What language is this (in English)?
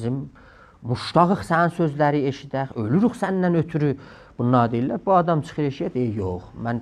South Azerbaijani